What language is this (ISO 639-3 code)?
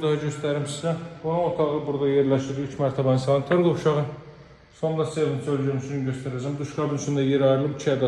aze